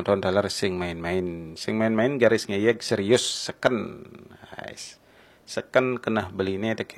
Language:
Balinese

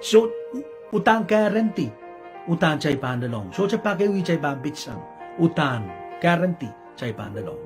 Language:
Pohnpeian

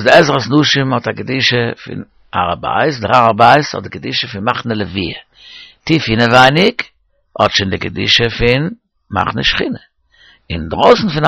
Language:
Yiddish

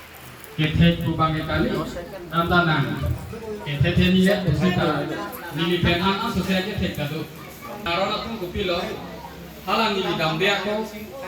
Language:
Karbi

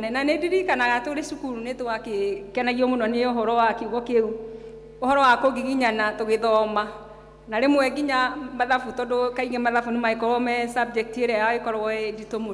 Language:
Kikuyu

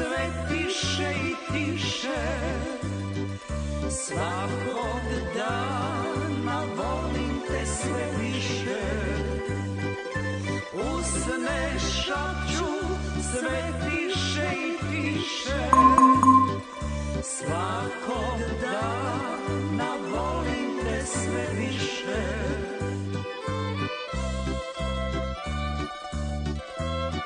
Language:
Croatian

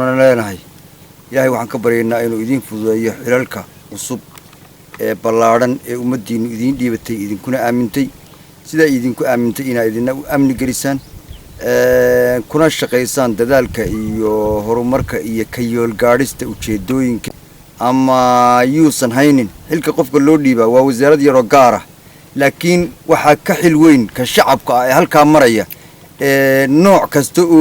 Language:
Somali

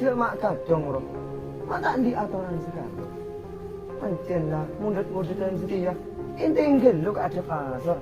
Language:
Madurese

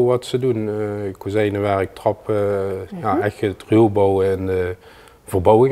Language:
Limburgish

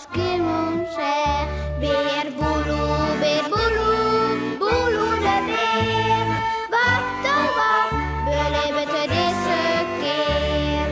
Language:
Western Frisian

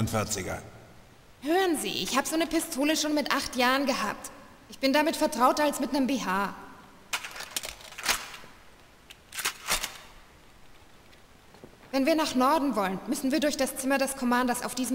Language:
German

